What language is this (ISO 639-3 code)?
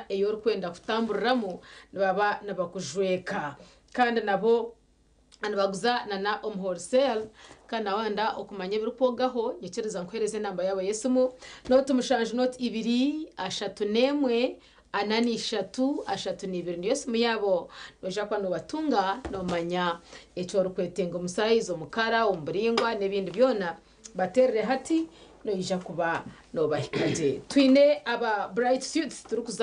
nyn